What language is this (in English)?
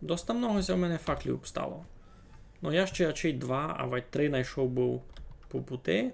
Rusyn